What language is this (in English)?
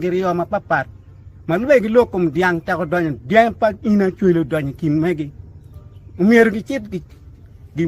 Acoli